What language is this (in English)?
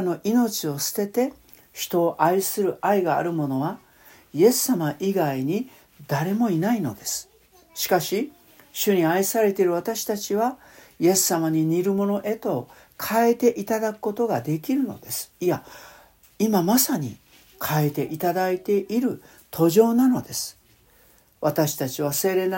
Japanese